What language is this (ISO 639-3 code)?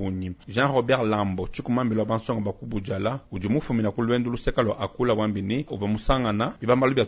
lua